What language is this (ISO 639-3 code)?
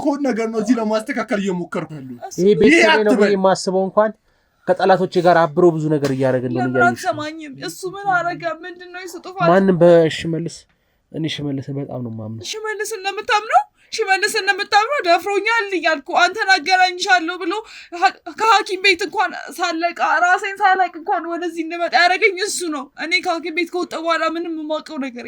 amh